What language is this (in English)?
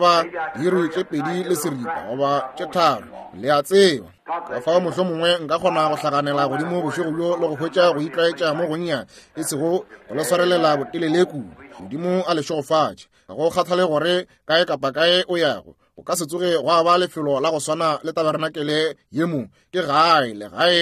Northern Sotho